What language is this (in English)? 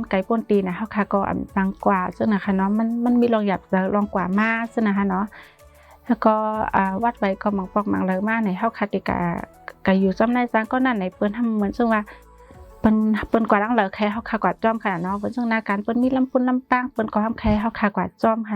Shan